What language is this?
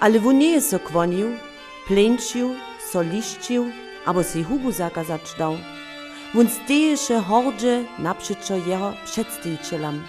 Upper Sorbian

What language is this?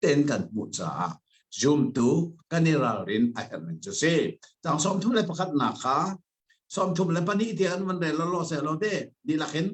Hakha Chin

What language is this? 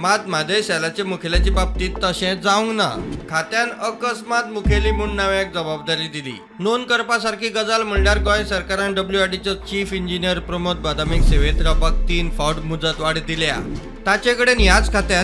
Konkani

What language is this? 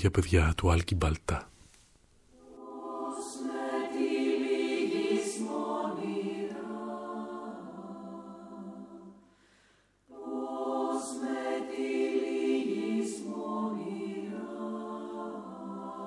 Greek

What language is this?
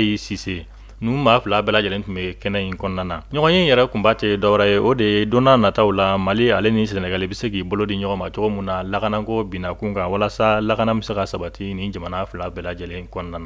Bambara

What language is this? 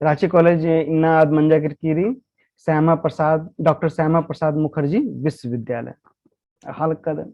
Kurukh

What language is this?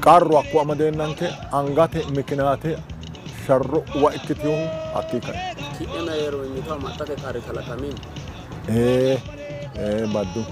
Sidamo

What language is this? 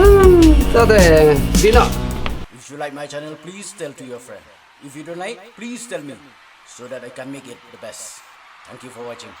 Khasi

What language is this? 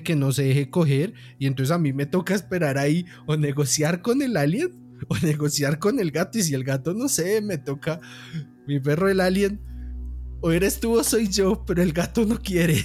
Spanish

